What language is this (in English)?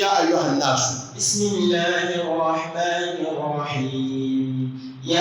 Dagbani